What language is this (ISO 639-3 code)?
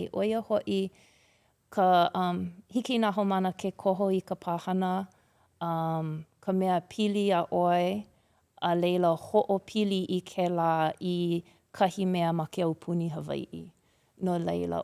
haw